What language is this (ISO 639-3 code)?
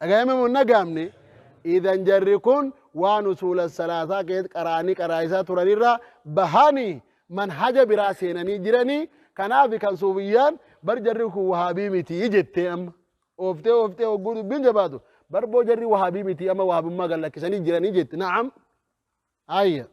orm